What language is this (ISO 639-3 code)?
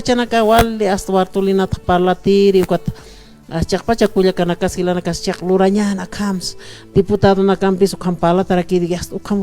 aym